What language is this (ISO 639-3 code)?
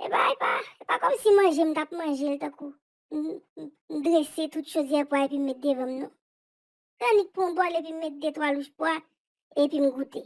hat